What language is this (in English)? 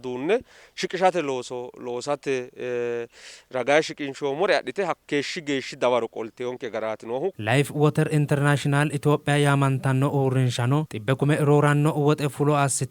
Sidamo